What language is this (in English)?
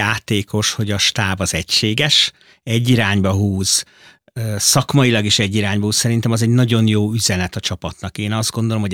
Hungarian